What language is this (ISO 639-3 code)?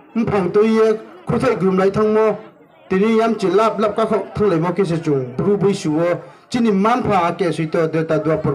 ria